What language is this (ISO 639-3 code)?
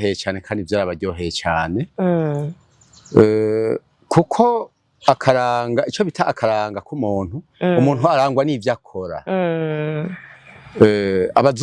run